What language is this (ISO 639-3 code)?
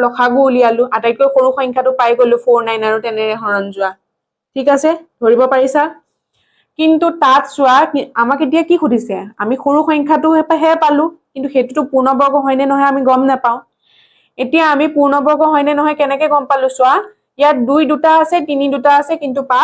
asm